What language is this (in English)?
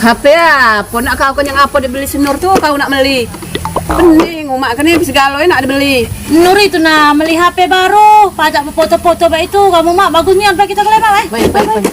Musi